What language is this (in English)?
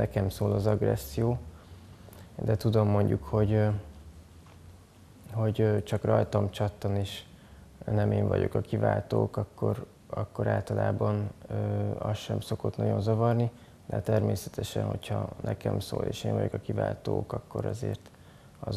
Hungarian